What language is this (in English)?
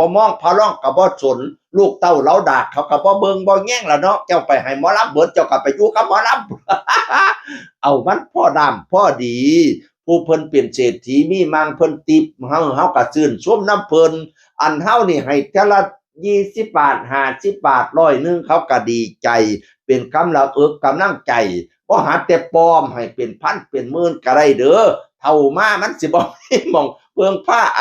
Northeastern Thai